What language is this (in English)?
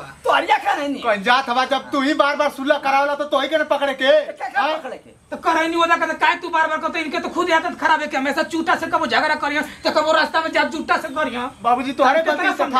Bhojpuri